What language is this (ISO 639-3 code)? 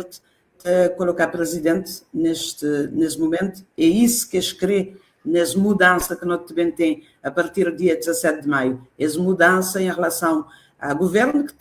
kea